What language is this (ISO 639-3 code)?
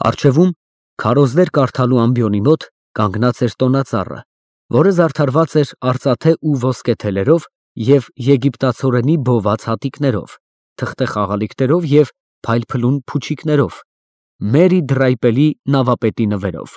hye